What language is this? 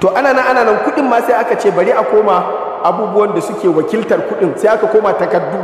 Hausa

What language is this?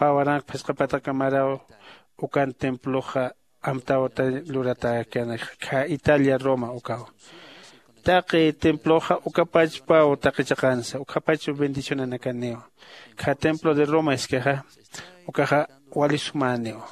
Aymara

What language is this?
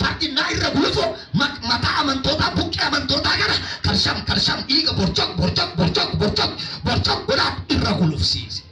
Oromo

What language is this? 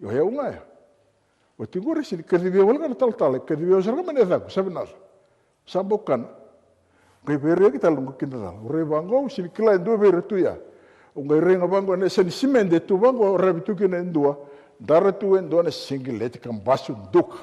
Fijian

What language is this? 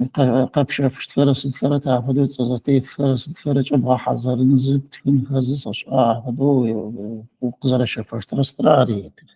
Adyghe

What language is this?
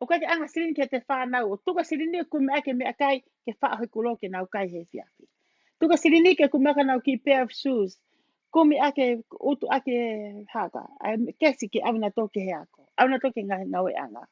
Tongan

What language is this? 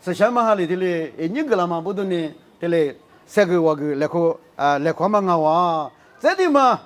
Lisu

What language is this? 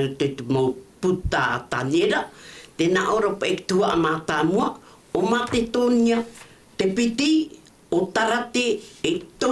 Tahitian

